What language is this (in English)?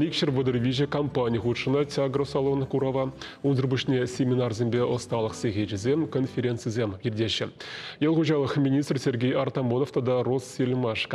Chuvash